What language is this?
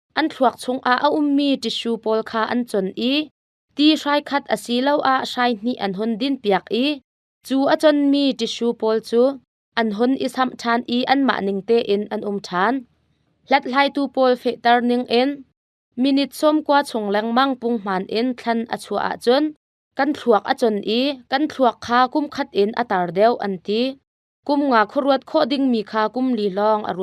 Hakha Chin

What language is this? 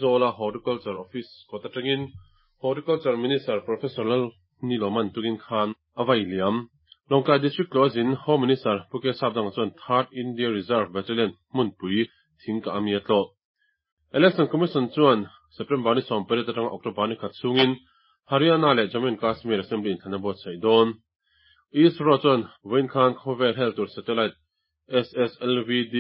Mizo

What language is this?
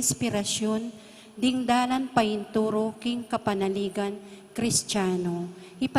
Pampanga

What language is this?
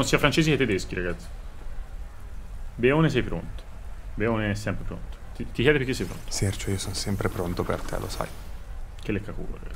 Italian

